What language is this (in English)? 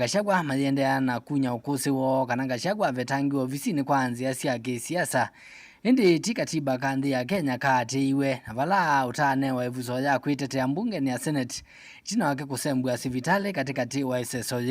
Kamba